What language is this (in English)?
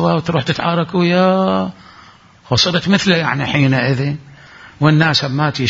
Mesopotamian Arabic